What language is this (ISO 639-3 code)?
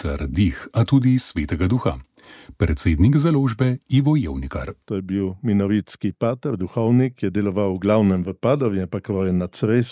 slv